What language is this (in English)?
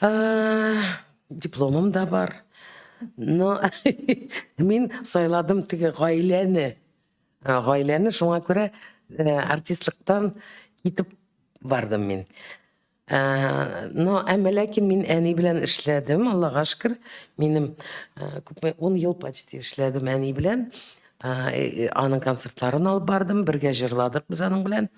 Tatar